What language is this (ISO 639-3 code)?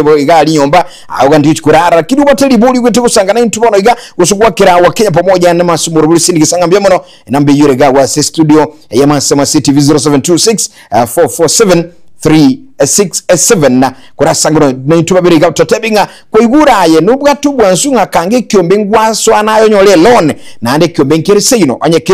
guz